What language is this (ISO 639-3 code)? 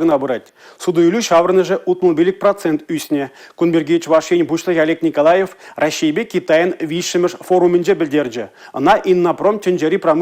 chv